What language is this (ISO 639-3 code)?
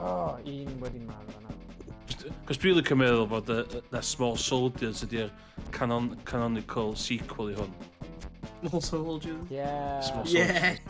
cym